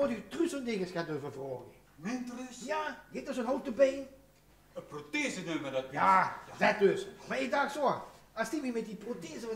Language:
Limburgish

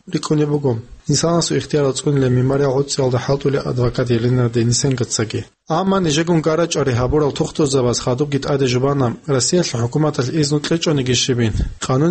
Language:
Avaric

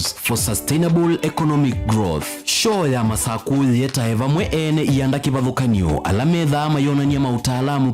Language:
Kamba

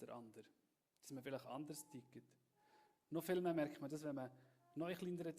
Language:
Swiss German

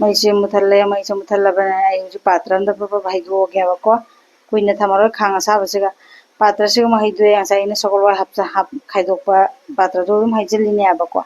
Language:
Manipuri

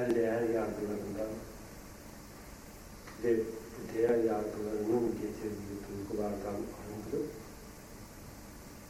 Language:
Turkish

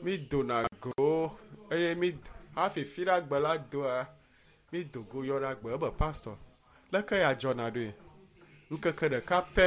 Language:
Ewe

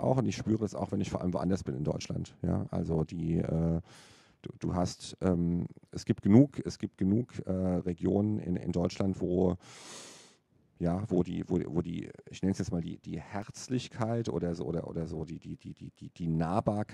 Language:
German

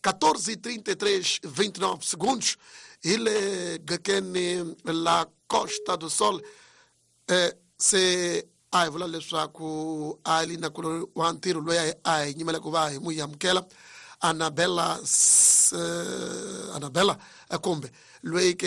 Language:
Tsonga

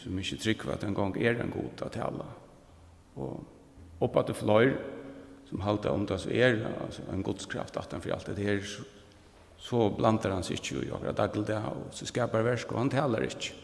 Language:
Faroese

